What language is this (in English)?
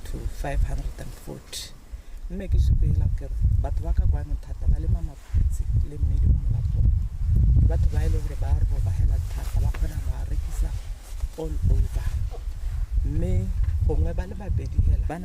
Tswana